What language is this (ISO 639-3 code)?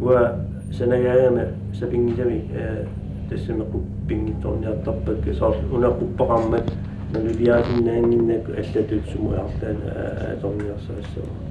kal